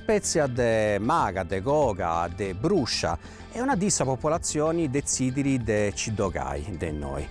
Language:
Sardinian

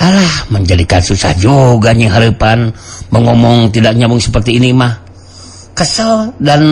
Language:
Sundanese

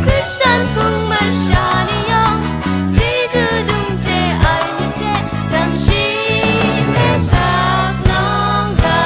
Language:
Kachin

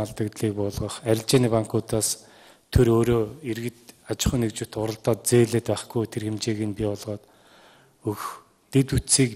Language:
Mongolian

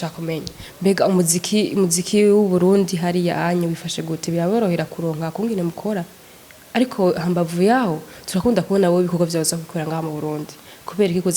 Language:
Rundi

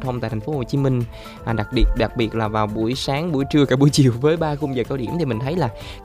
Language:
Vietnamese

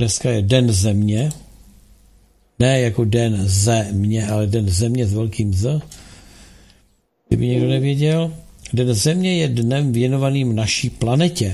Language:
Czech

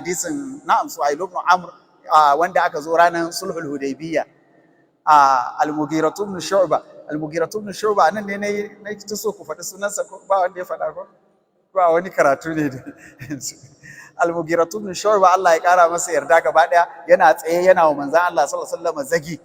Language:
Hausa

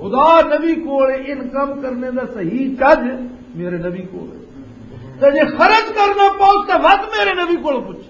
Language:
Western Panjabi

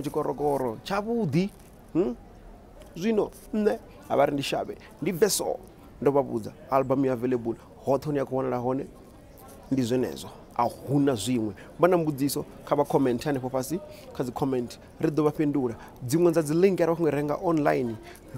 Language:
Venda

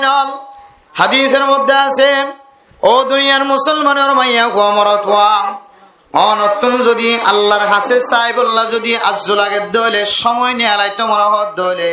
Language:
Rohingya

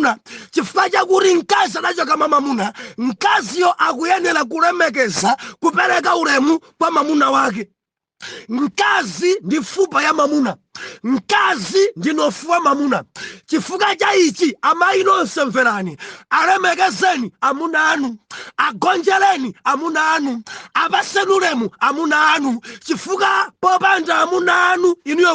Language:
Nyanja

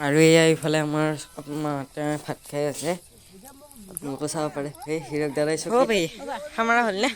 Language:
Assamese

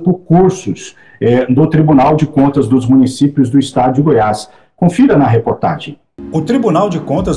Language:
Portuguese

